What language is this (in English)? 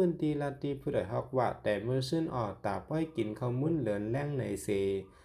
Shan